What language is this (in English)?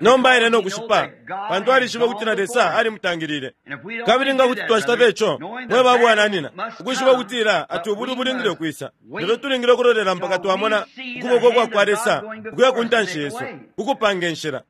Bemba